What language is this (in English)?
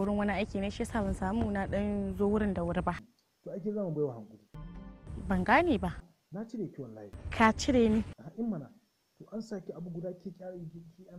Hausa